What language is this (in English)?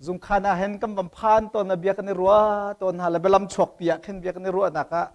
Hakha Chin